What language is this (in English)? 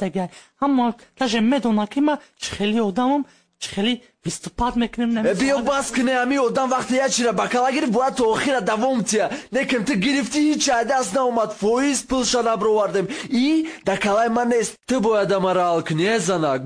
Tajik